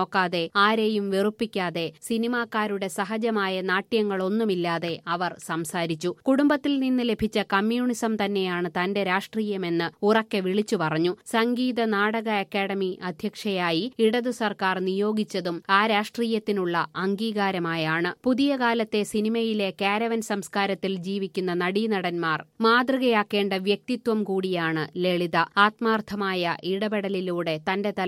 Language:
Malayalam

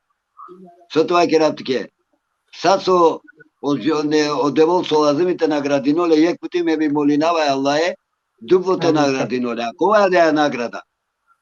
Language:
Balkan Romani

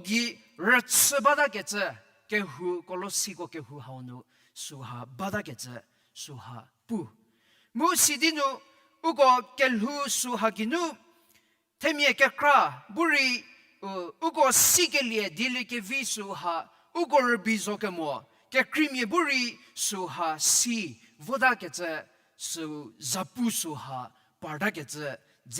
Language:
Angami Naga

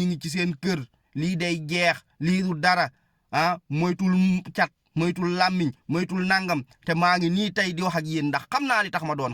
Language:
Wolof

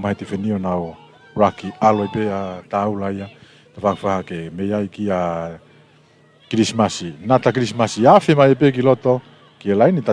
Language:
Tongan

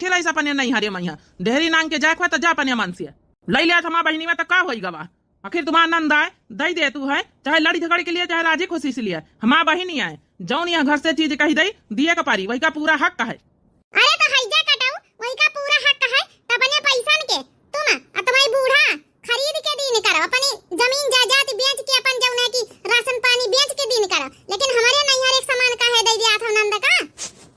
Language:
Awadhi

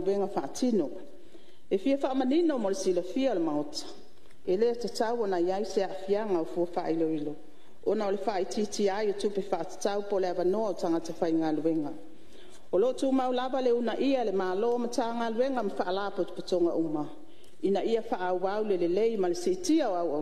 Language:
Samoan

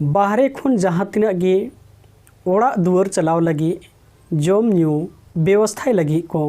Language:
Santali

